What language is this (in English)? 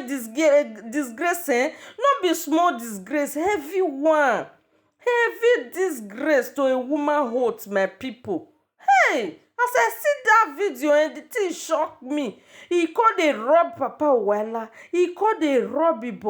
Nigerian Pidgin